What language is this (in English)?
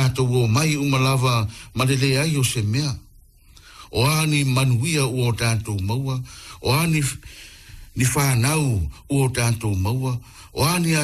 Samoan